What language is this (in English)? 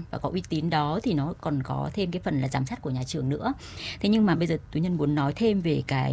Vietnamese